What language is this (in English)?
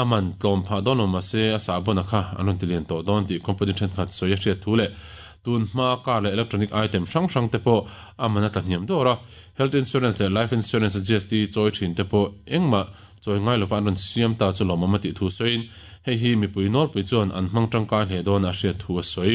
Mizo